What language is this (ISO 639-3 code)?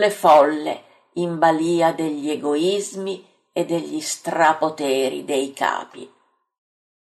ita